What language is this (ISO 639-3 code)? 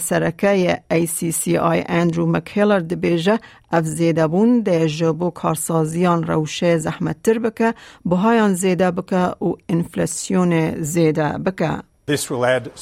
kur